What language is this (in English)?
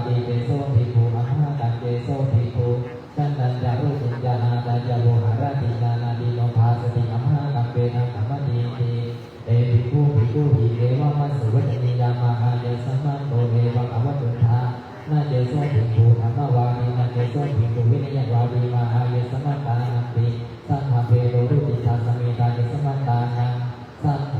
Pali